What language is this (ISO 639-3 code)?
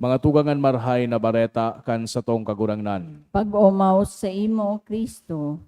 bik